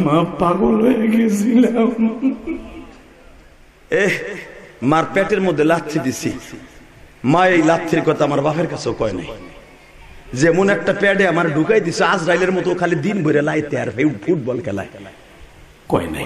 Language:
Bangla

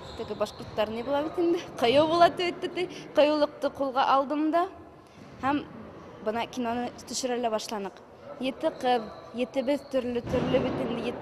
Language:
Bashkir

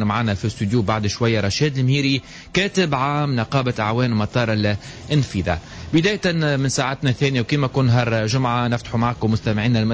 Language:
Tunisian Arabic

